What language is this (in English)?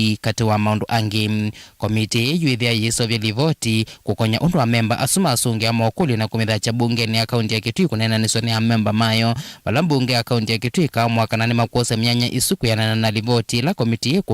Kamba